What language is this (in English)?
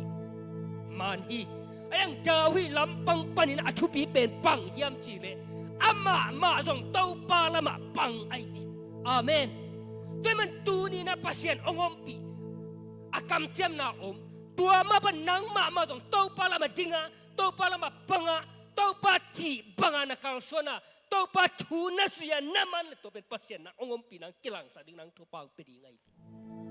Tedim Chin